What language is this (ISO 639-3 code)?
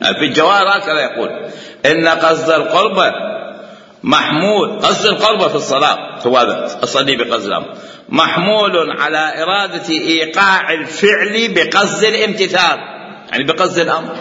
acm